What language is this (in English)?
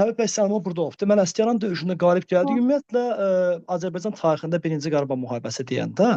Azerbaijani